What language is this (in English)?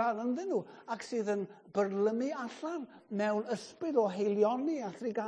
Welsh